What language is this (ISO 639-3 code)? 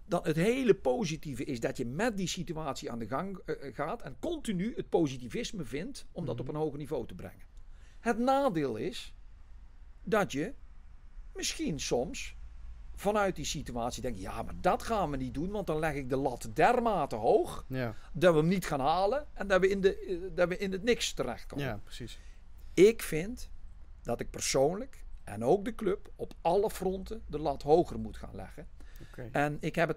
nld